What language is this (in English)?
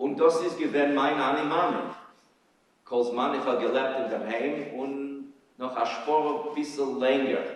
Yiddish